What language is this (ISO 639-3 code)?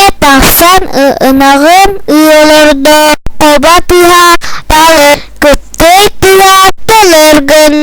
sah